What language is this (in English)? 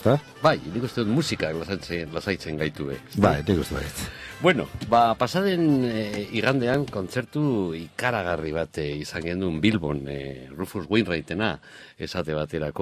Basque